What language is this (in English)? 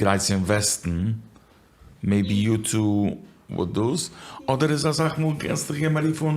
Yiddish